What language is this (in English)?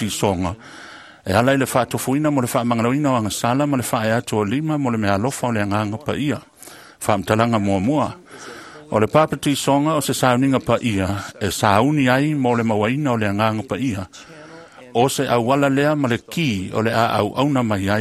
Samoan